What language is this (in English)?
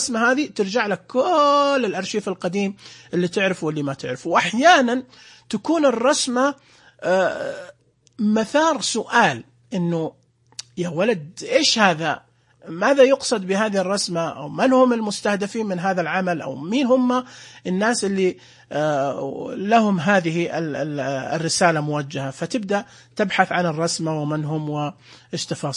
Najdi Arabic